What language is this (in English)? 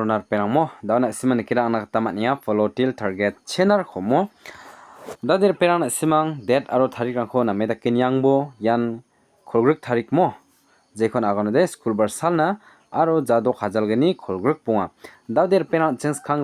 Garo